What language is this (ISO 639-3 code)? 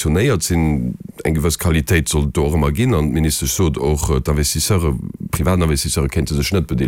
ltz